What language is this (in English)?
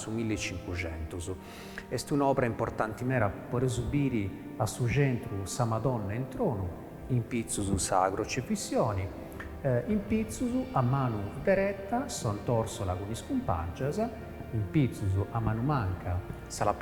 Sardinian